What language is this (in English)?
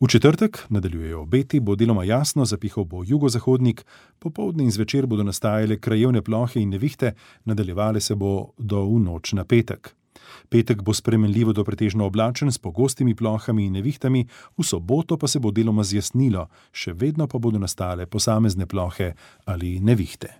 Slovenian